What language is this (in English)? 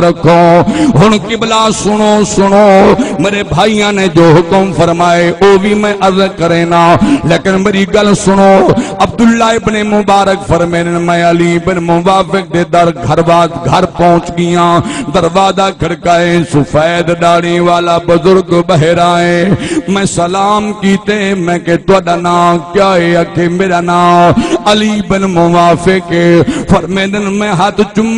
Saraiki